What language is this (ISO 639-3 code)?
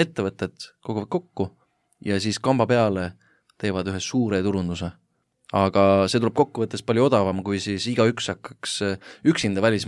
est